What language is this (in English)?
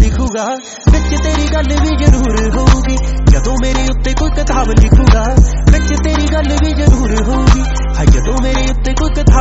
Punjabi